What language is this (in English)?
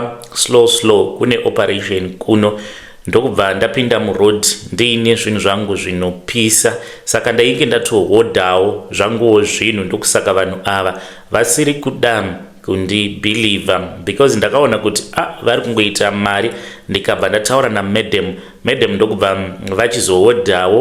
Shona